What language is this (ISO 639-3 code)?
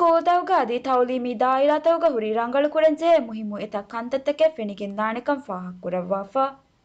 div